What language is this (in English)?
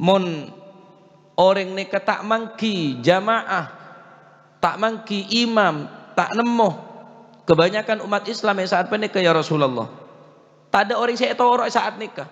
Madurese